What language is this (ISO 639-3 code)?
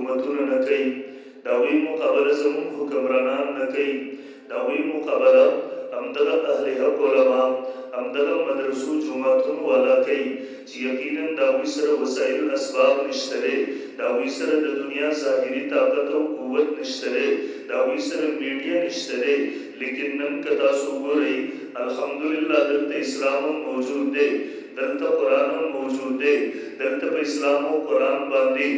pus